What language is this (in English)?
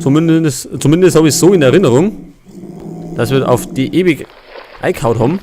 Bavarian